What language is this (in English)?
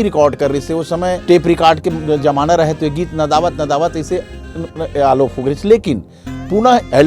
Chhattisgarhi